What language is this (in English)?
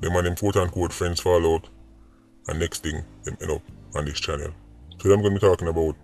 Jamaican Creole English